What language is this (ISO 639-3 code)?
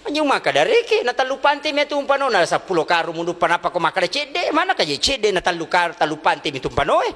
bug